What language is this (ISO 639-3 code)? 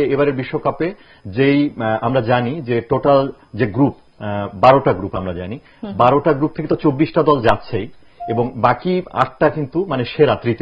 ben